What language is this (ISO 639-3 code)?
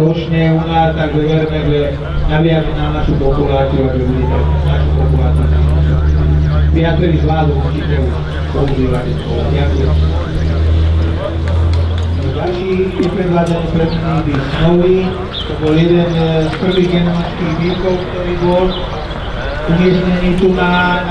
slk